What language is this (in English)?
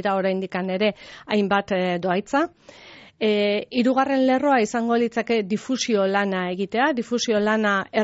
Basque